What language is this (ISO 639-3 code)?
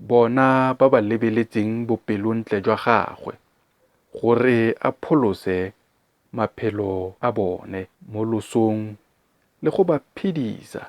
tsn